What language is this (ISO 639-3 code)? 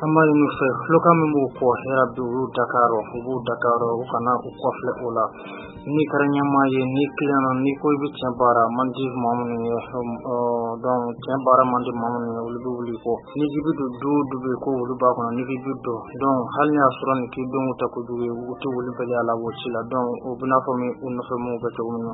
bam